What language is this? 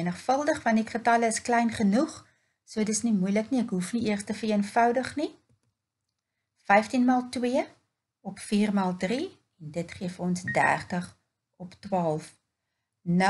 Afrikaans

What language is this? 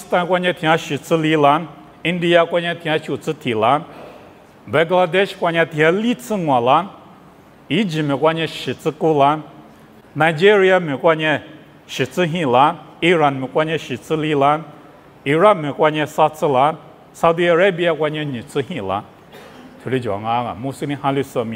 Lisu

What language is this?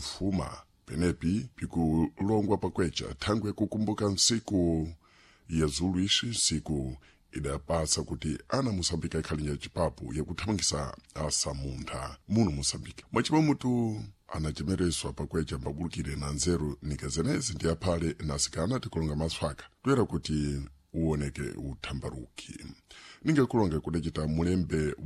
Sena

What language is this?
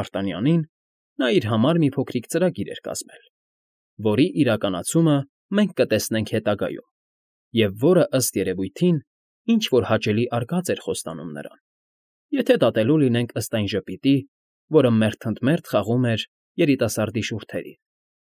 Armenian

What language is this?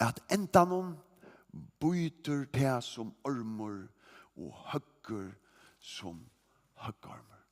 Faroese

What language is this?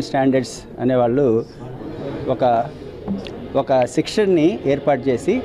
Telugu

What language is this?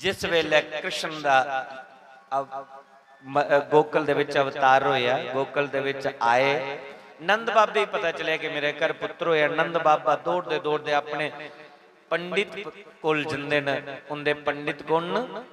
Dogri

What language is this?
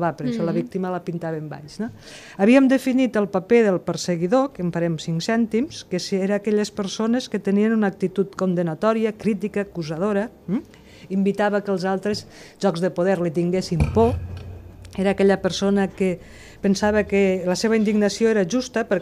Catalan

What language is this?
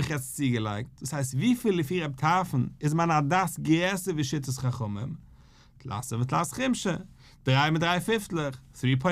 Yiddish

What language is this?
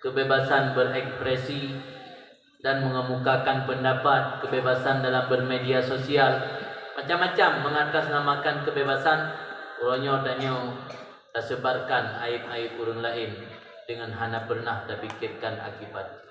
Achinese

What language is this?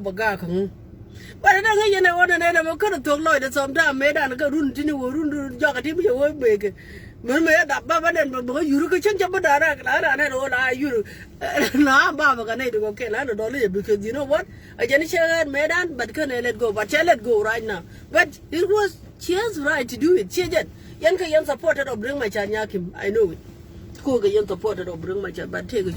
Nuer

